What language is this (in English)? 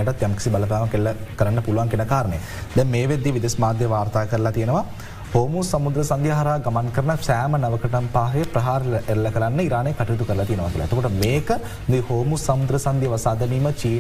Sinhala